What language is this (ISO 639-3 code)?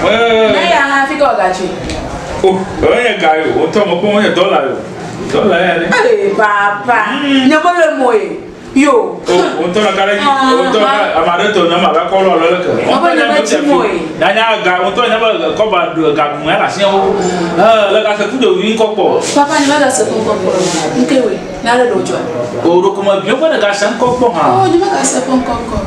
ewe